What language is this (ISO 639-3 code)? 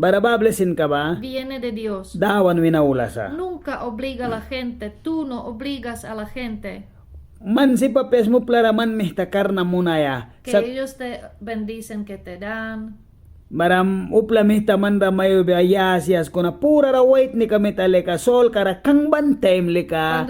miq